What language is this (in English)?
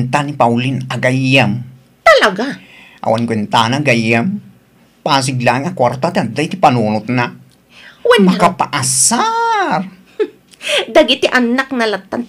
Iloko